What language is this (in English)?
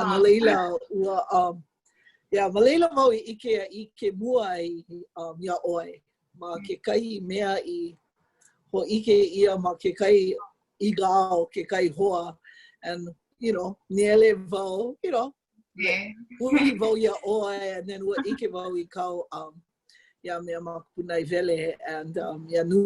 Hawaiian